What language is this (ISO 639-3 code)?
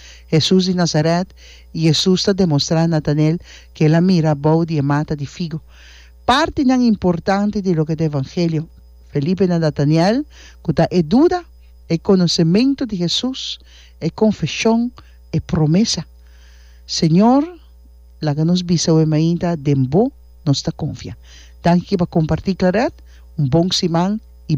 pap